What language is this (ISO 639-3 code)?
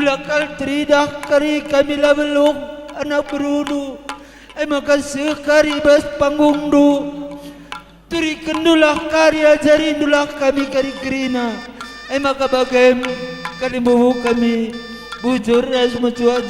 btx